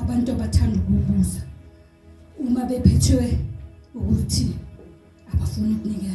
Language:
Zulu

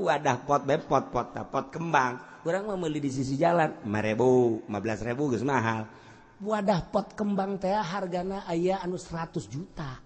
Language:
Sundanese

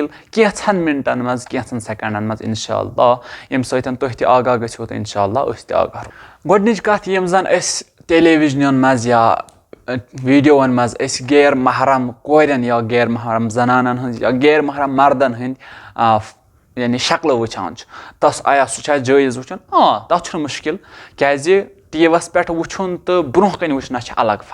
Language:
Kashmiri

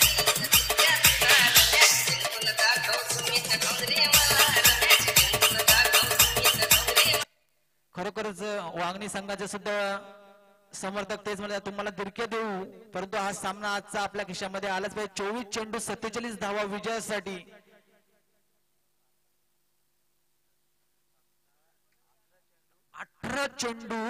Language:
Marathi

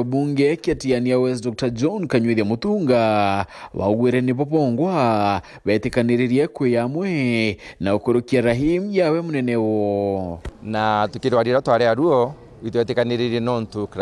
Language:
Meru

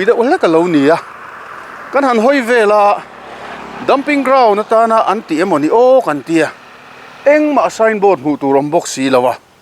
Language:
Mizo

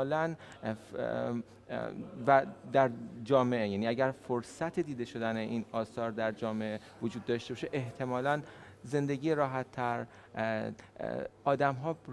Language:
Persian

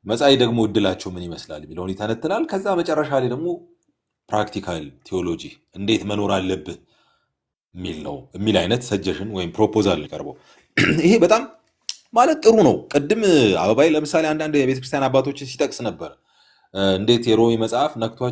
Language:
Amharic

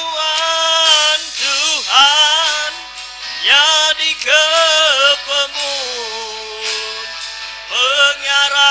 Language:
Iban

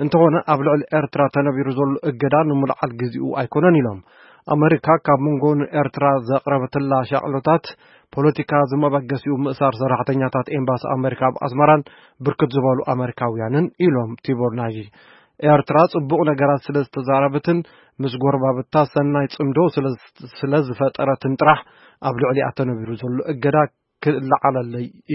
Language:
Tigrinya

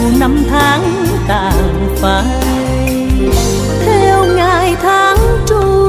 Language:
Vietnamese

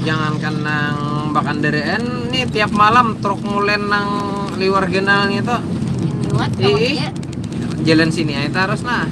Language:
Banjar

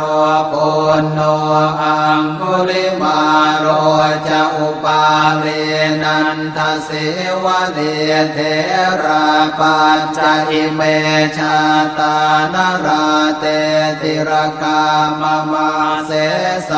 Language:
Pali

